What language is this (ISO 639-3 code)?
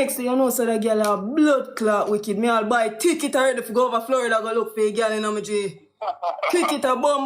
jam